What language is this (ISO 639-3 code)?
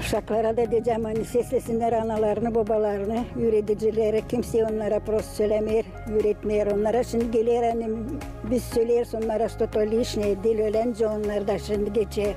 gag